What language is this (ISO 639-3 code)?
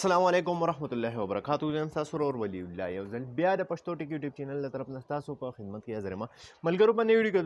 pus